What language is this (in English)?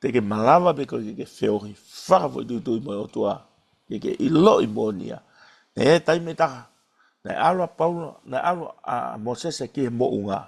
Tongan